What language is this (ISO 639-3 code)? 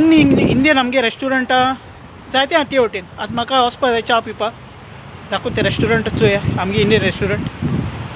kok